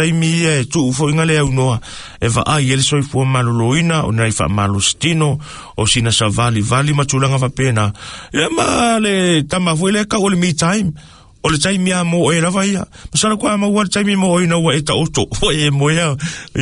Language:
Samoan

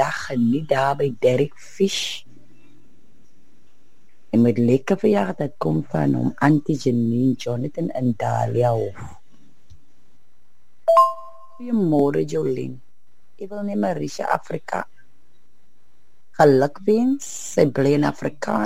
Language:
Afrikaans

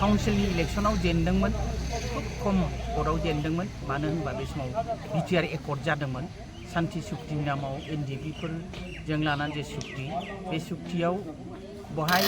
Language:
Bodo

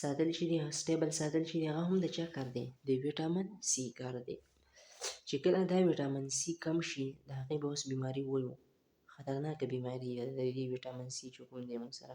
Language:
Pashto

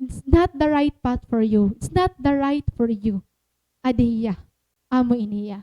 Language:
Waray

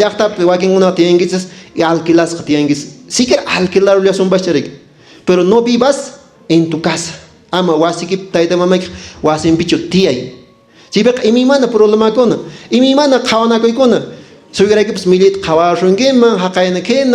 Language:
Quechua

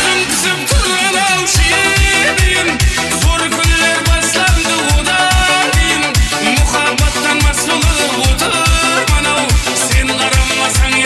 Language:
Kara-Kalpak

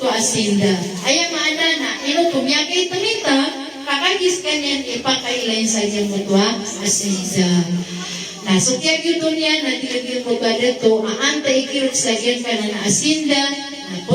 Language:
Maranao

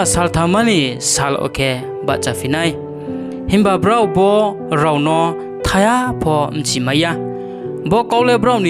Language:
Riang (India)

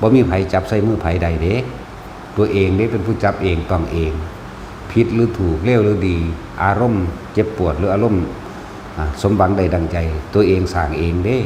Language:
Northeastern Thai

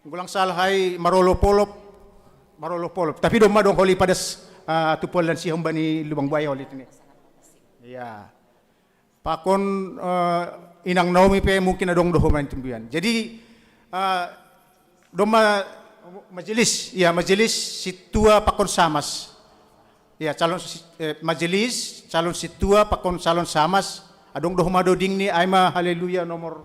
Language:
Batak Simalungun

